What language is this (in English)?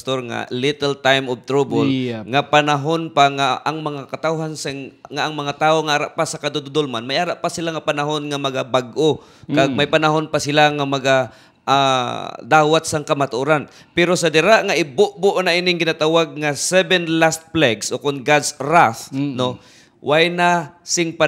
Hiligaynon